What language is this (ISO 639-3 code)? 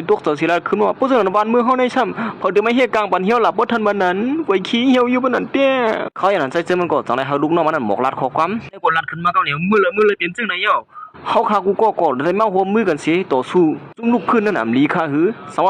shn